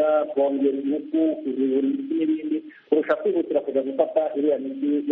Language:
Kinyarwanda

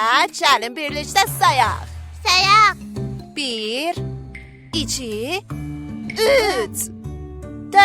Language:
South Azerbaijani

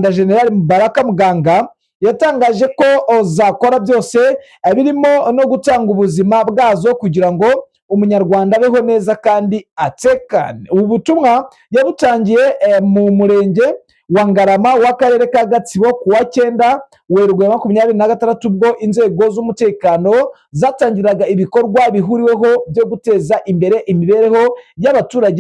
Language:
Kinyarwanda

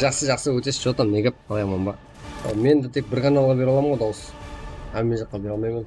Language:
Kara-Kalpak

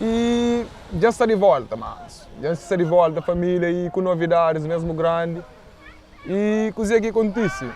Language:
Kabuverdianu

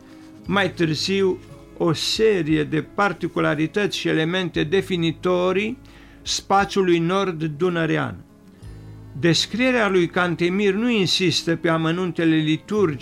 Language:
Romanian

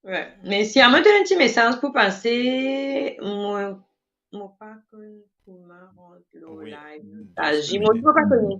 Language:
Morisyen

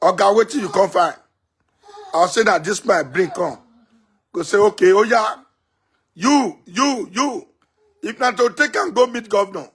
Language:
Nigerian Pidgin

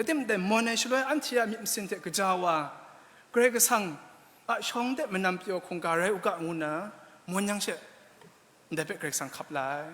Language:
Kachin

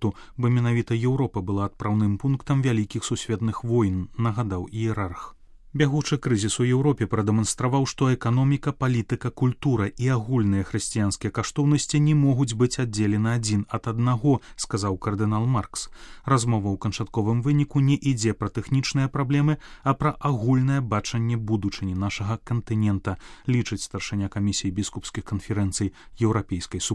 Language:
Belarusian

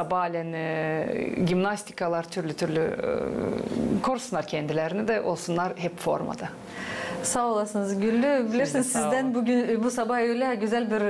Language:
Gagauz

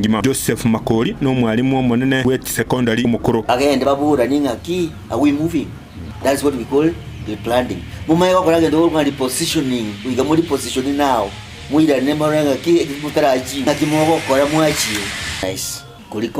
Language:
Gusii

